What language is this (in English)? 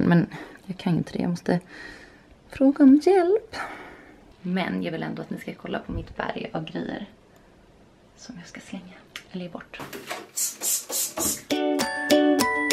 Swedish